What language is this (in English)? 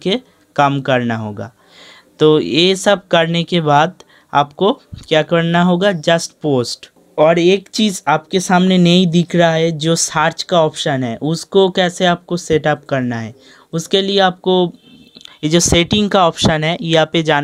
Hindi